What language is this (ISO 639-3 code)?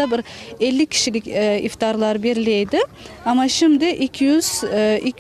crh